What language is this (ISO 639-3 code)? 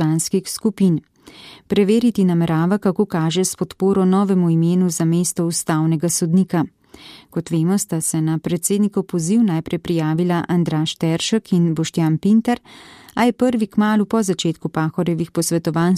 slv